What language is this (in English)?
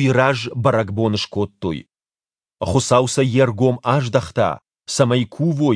Ossetic